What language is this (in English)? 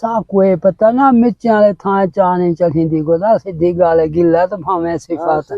Saraiki